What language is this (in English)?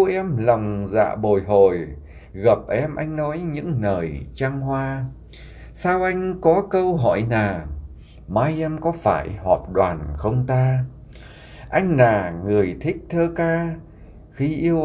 Vietnamese